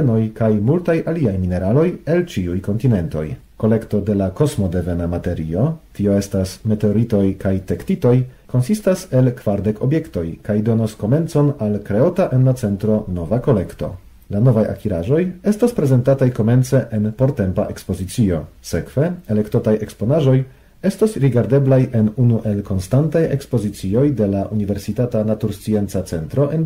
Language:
Esperanto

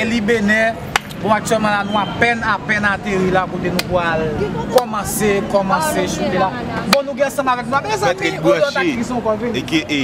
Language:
Haitian Creole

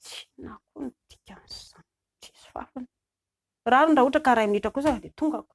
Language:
Malagasy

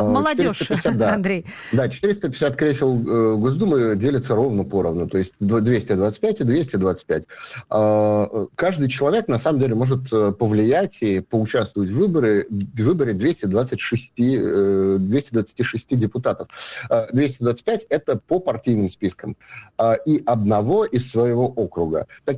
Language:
Russian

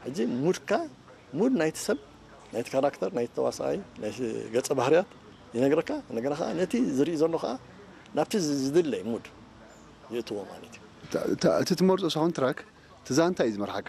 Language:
Tigrinya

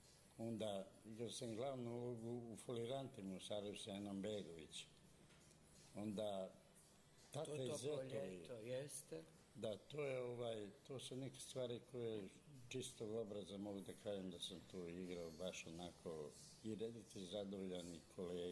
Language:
Serbian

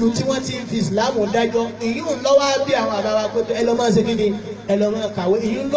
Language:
Yoruba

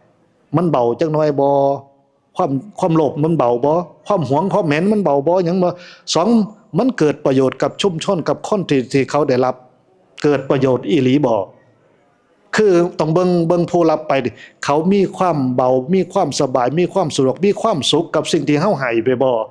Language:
Northeastern Thai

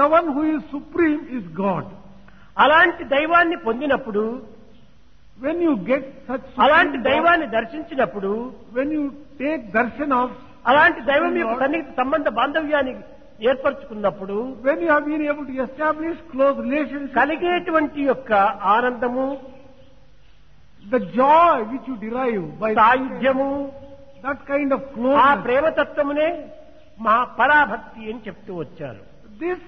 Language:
Telugu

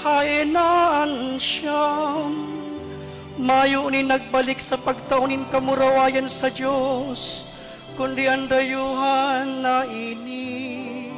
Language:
Bikol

